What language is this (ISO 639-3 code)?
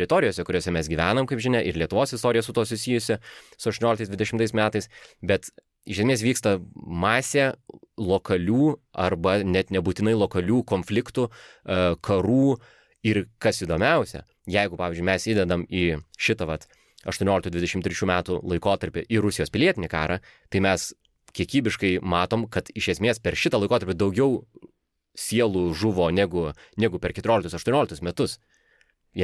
lit